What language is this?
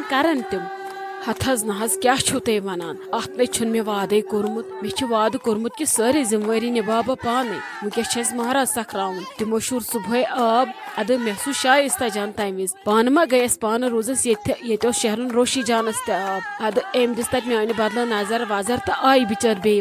Kashmiri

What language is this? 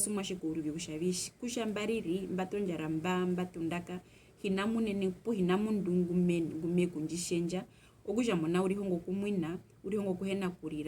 Herero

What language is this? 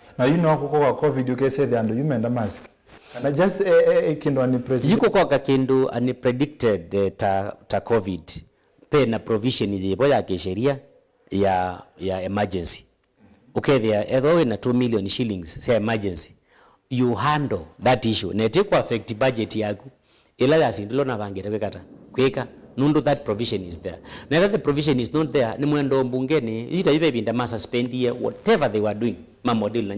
Kamba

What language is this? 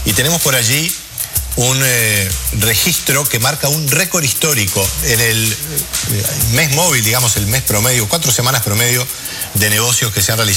Spanish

